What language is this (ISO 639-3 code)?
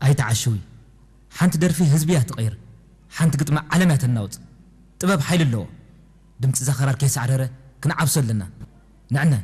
tir